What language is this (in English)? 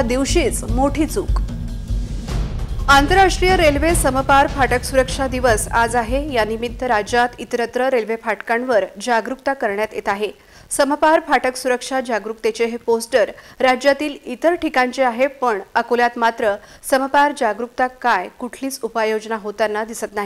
Marathi